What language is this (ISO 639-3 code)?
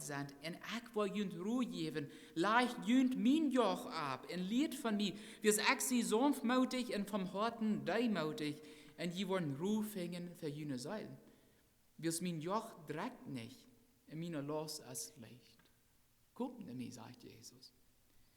pdt